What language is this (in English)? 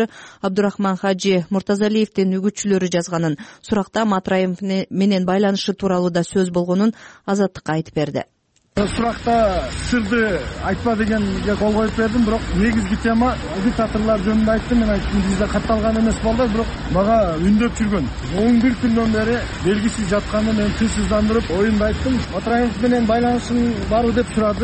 Kyrgyz